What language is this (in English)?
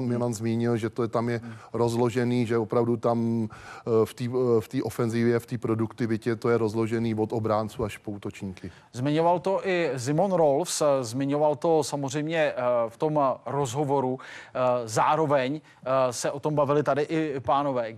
Czech